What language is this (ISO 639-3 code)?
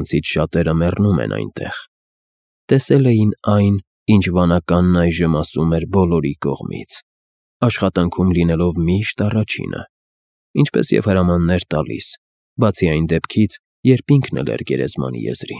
hye